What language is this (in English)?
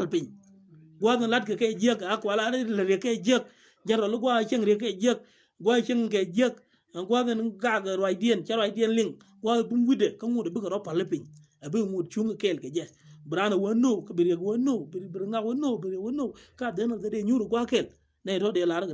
Nuer